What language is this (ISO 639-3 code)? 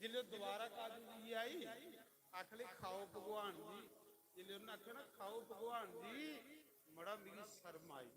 doi